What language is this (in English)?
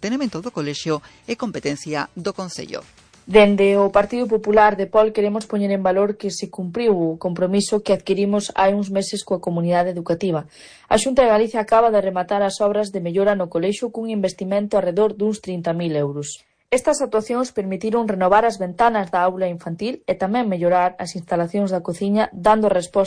Galician